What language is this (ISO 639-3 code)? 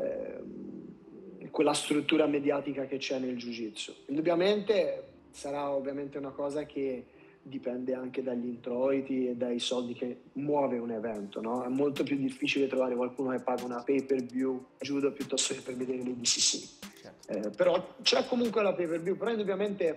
ita